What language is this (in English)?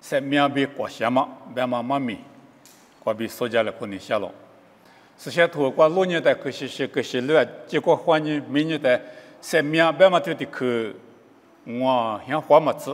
Lisu